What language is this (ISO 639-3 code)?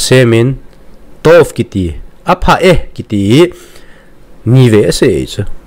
tcz